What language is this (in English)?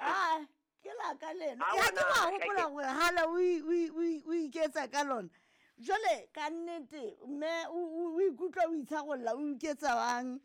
Southern Sotho